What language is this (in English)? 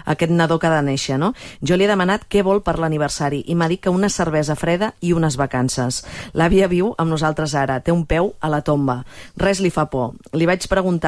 Catalan